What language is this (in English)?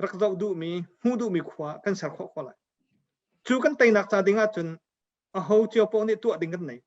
Hakha Chin